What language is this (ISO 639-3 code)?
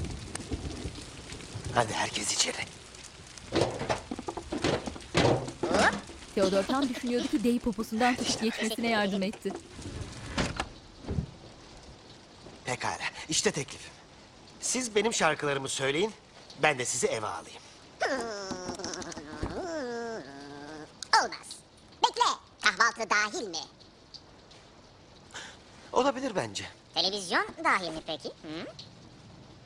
tur